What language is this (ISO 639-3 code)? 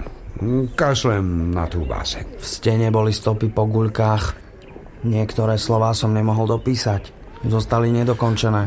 slk